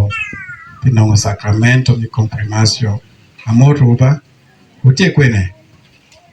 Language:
Acoli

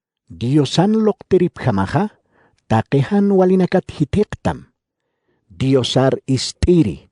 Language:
Aymara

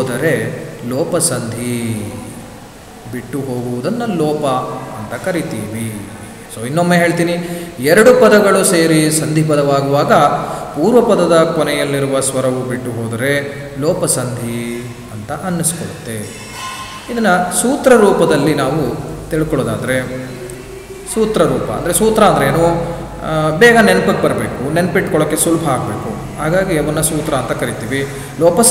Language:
Kannada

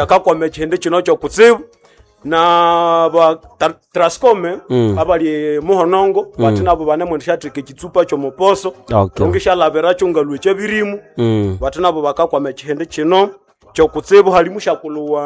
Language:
Nande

